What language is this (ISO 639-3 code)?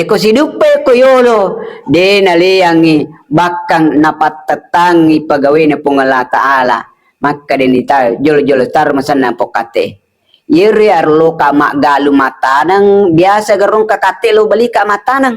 bug